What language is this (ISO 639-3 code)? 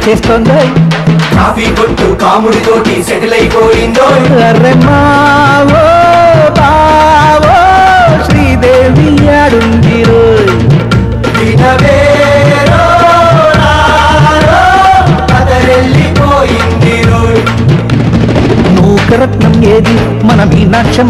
tel